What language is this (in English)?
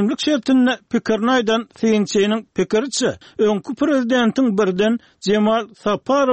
Turkmen